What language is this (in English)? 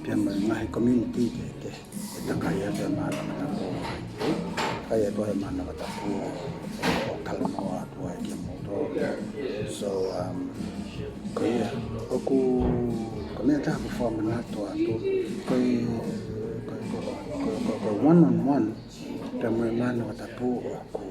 Tongan